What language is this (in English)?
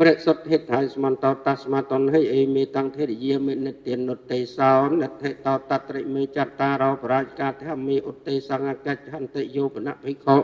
Khmer